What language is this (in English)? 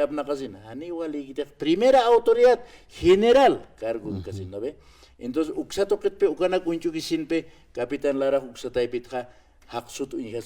Aymara